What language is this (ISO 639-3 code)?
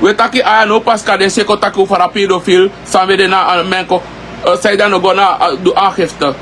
srn